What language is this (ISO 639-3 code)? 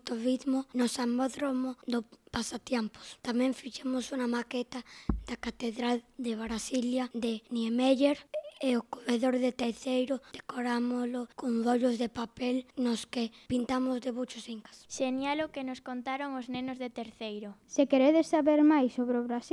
glg